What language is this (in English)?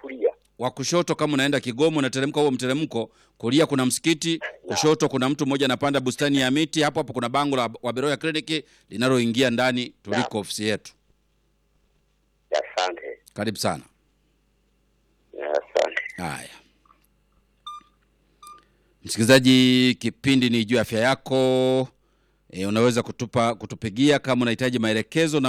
Swahili